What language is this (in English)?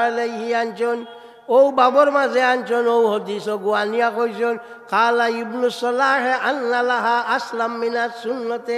Sylheti